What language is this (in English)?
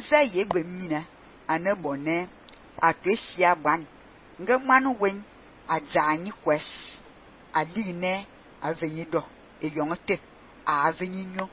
Fang